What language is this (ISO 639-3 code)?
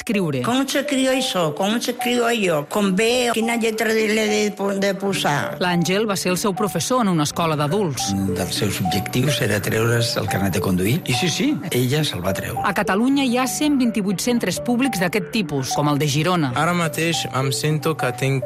cat